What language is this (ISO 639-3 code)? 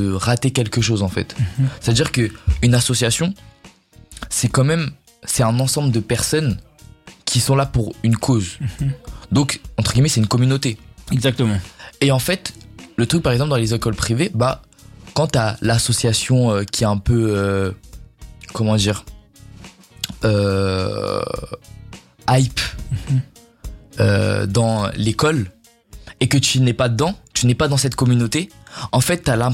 fra